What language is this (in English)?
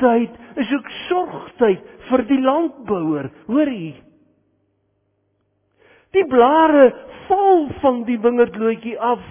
Afrikaans